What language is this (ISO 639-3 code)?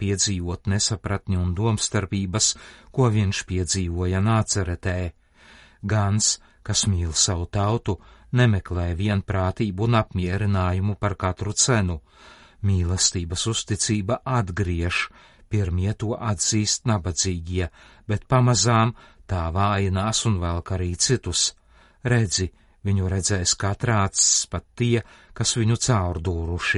lav